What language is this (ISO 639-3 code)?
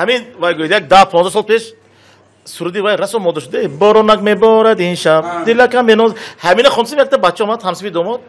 tgk